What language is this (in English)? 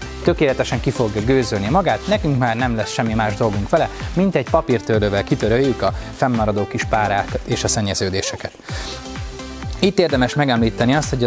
Hungarian